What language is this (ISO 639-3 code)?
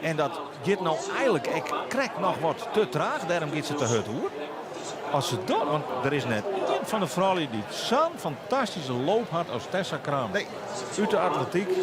fry